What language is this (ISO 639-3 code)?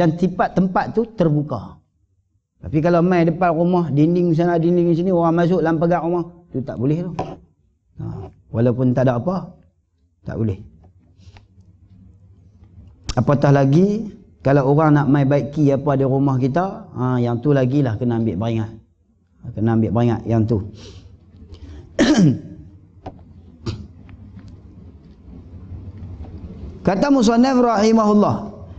msa